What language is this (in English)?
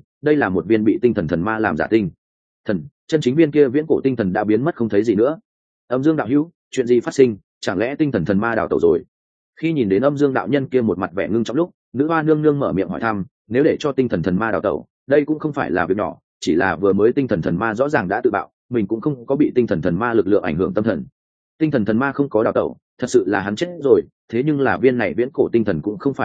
Vietnamese